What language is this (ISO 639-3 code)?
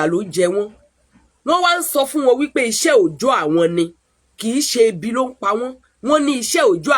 yor